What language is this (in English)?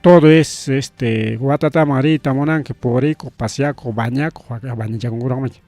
Ayacucho Quechua